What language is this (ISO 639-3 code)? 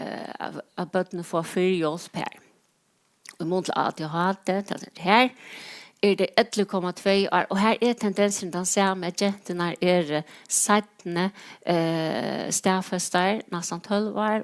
fao